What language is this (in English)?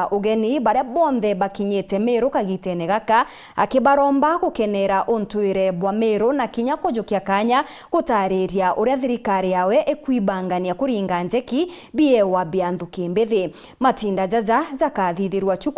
Meru